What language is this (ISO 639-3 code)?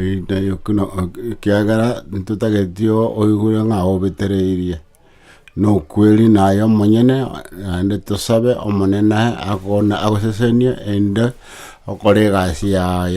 guz